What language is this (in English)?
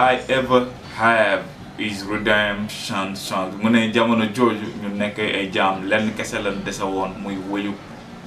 Wolof